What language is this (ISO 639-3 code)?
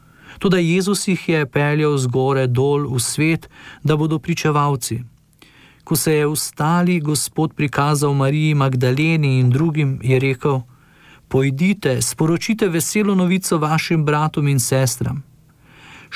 slv